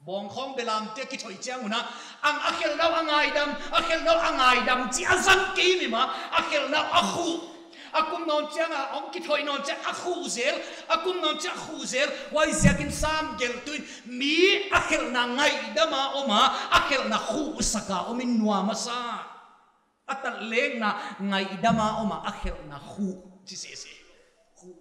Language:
Paite Chin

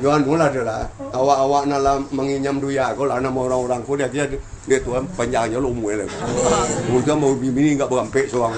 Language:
Minangkabau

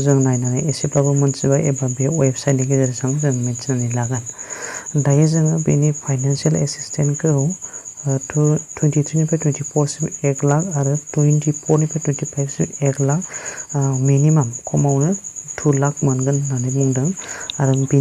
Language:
Bodo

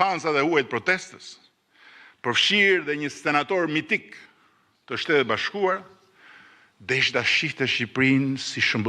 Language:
Albanian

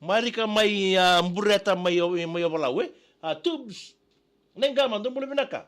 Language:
Fijian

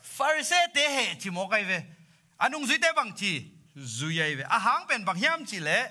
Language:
Tedim Chin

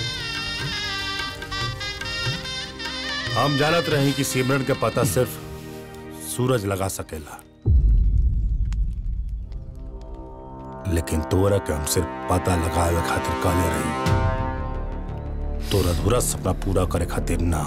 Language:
Bhojpuri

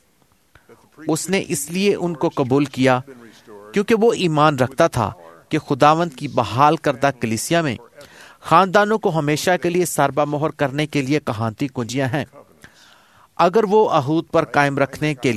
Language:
Urdu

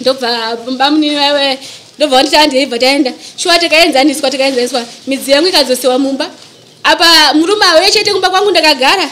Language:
Shona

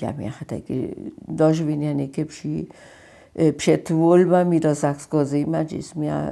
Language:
Upper Sorbian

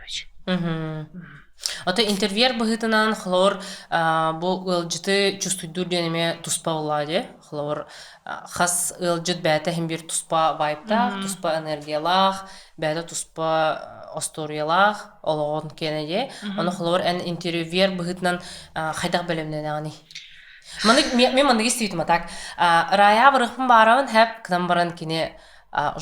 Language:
Yakut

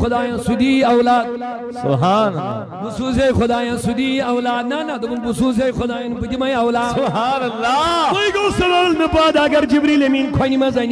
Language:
Kashmiri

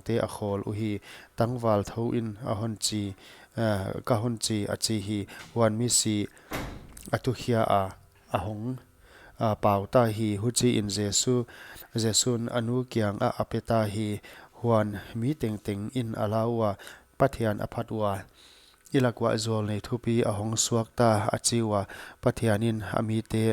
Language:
Paite Chin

